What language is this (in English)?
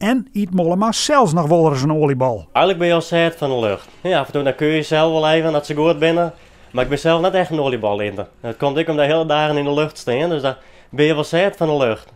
Western Frisian